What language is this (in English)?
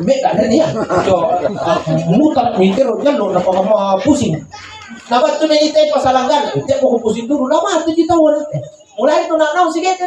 Makasar